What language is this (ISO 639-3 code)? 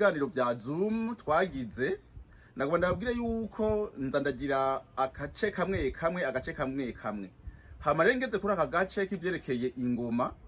run